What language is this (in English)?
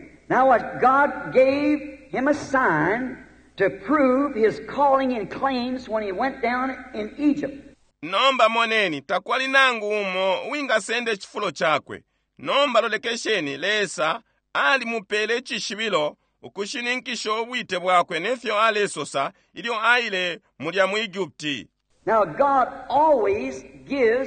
Bemba